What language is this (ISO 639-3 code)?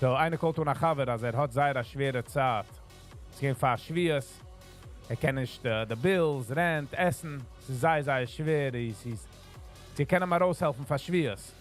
yid